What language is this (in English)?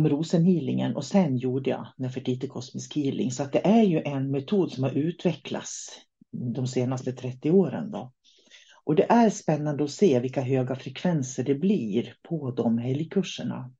Swedish